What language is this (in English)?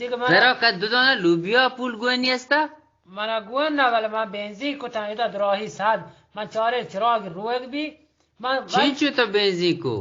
Eastern Balochi